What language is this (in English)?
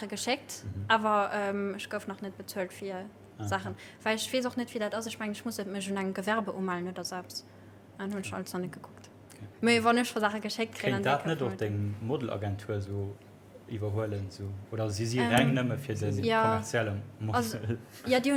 Luxembourgish